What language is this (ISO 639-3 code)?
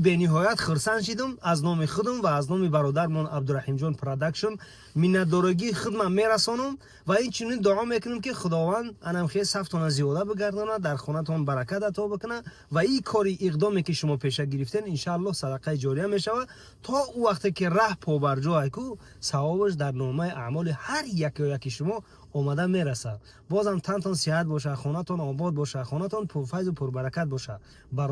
tgk